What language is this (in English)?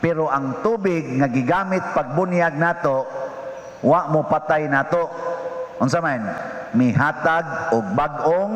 Cebuano